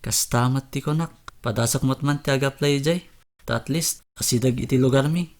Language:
Iloko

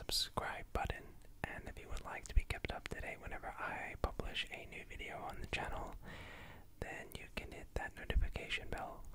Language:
English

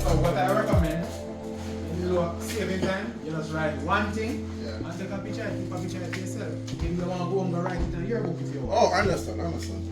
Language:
Jamaican Creole English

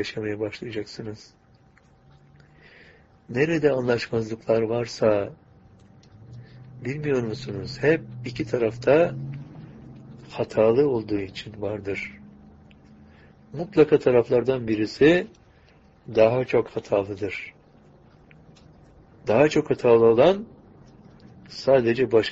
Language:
Turkish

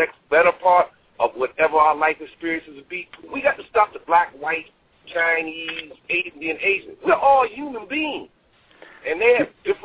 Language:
English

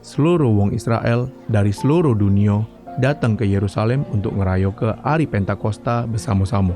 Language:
Musi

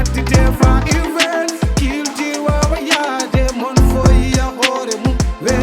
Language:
Fula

